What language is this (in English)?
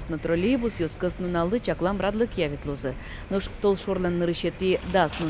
Udmurt